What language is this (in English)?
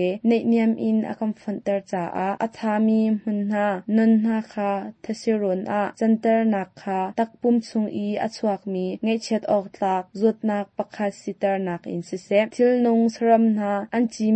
Hakha Chin